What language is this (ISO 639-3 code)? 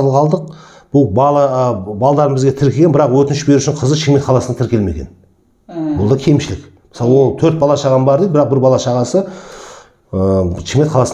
kaz